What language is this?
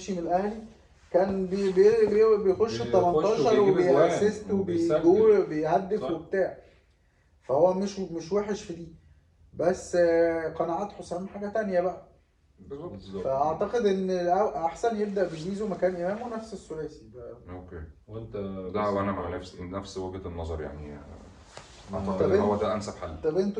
Egyptian Arabic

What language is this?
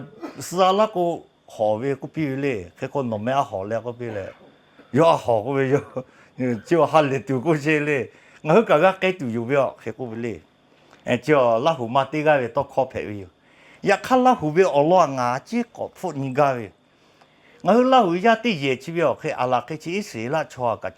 Lahu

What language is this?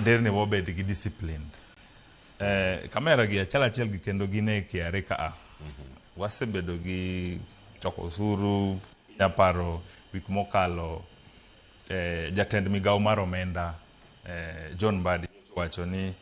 Luo (Kenya and Tanzania)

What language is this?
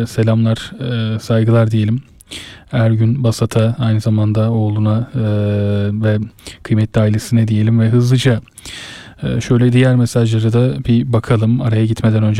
Turkish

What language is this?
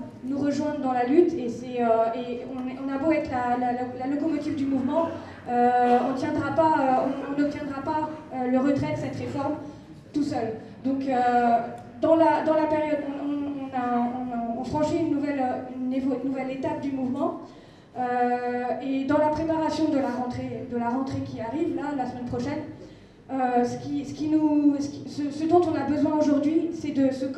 French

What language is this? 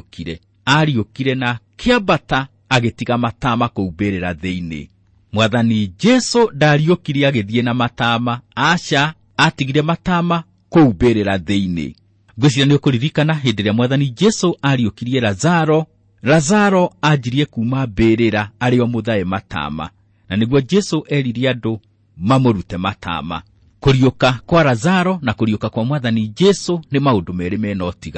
Kikuyu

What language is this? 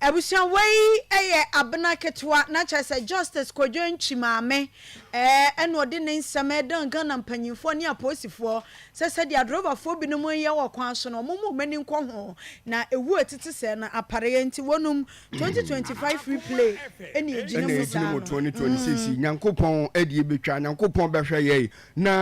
Akan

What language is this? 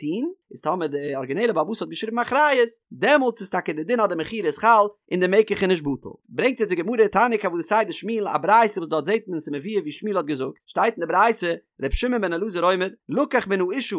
Yiddish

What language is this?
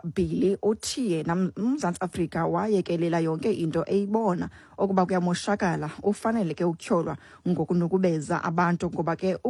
Xhosa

